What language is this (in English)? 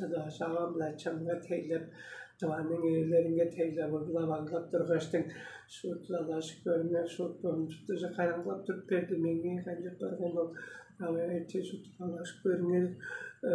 Tuvinian